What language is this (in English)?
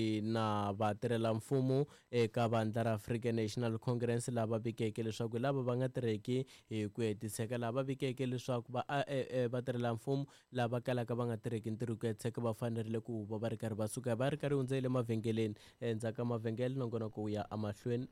Tsonga